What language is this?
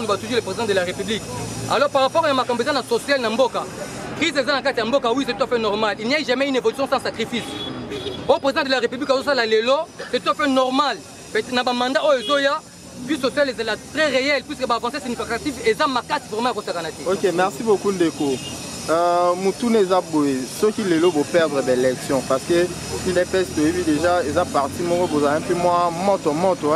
Lingala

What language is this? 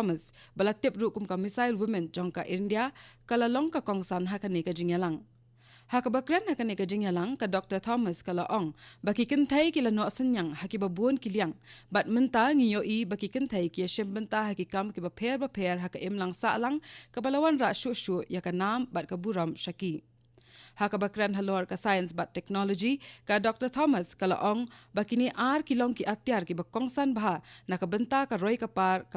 Khasi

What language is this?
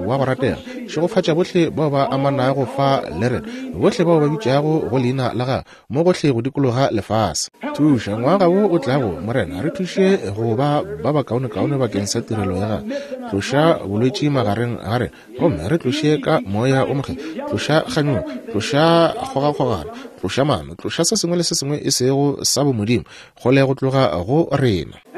Northern Sotho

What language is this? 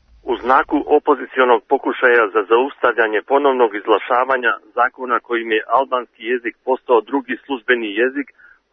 Serbian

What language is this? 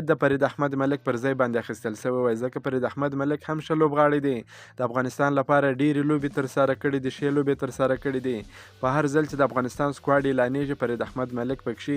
Pashto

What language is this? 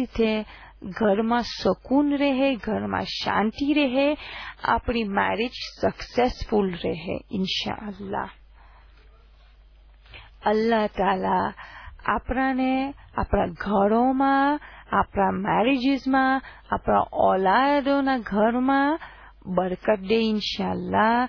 Gujarati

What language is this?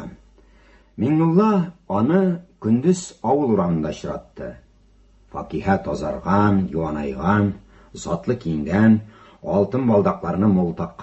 Tatar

